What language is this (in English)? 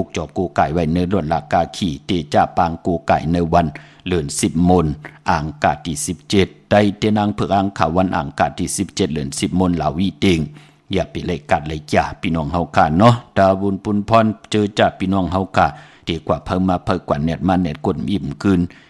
Shan